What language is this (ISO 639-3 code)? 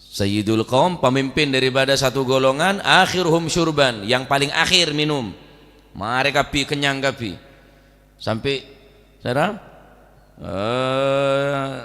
mad